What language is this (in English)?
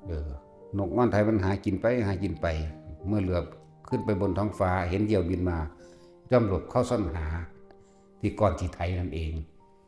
Northeastern Thai